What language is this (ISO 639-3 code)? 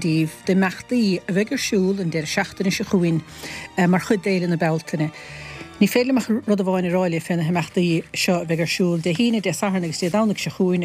gle